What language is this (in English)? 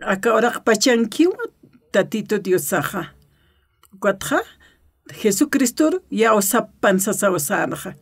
Aymara